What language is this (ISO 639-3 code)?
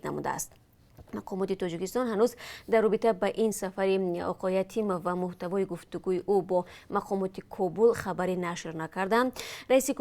tgk